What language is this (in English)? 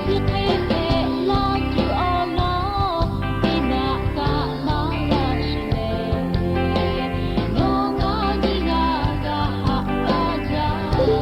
Lahu